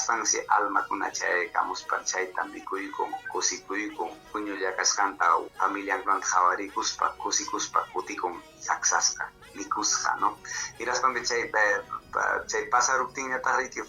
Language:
Ayacucho Quechua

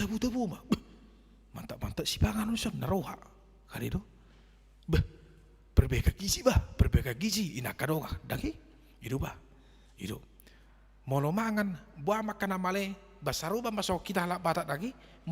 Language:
Batak Toba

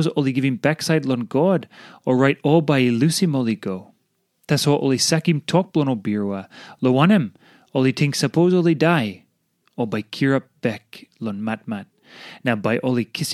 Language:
Tok Pisin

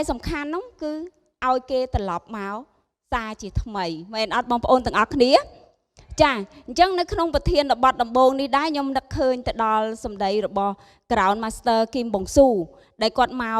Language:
Khmer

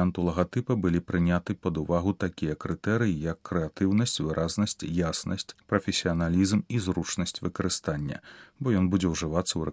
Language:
Belarusian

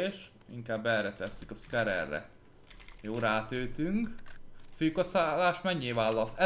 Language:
Hungarian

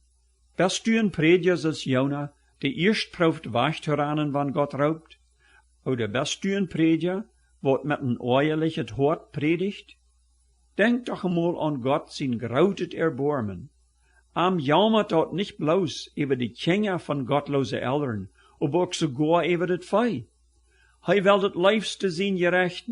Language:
Plautdietsch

